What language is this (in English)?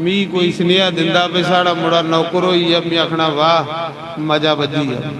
Dogri